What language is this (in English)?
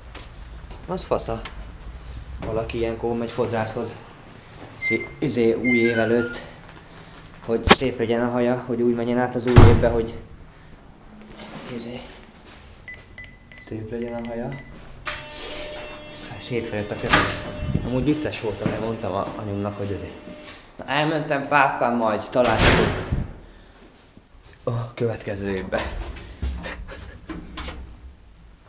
Hungarian